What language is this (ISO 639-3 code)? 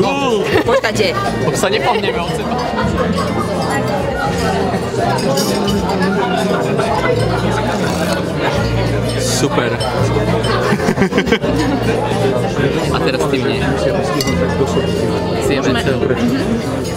slk